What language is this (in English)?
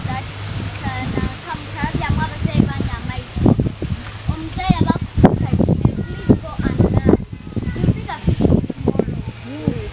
Nyoro